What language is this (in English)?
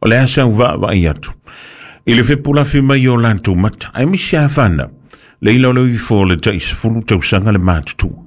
Samoan